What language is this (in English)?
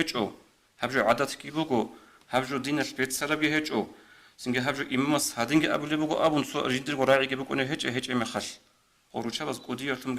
Avaric